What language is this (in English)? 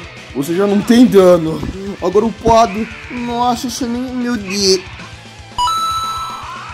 Portuguese